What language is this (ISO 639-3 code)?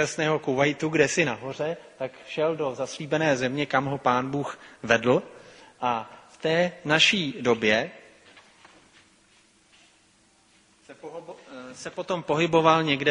ces